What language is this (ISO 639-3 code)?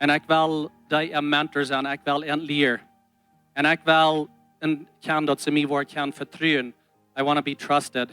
pdt